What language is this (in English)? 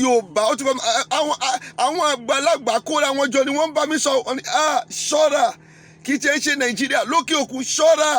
Yoruba